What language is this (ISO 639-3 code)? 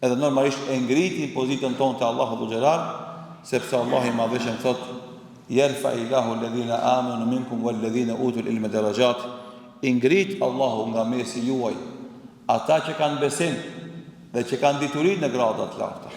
sqi